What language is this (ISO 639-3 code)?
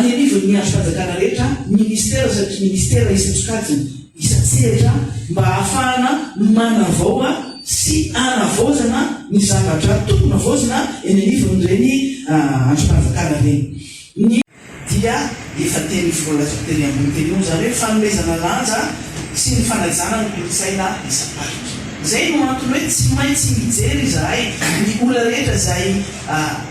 mlg